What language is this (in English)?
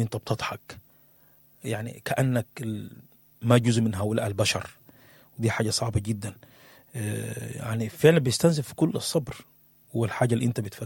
Sudanese Arabic